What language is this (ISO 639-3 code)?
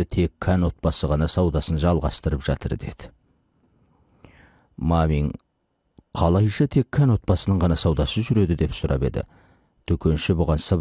kaz